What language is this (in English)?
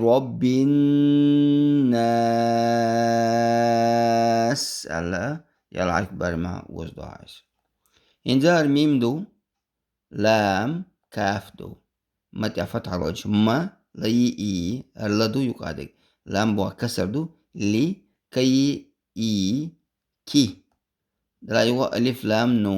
Chechen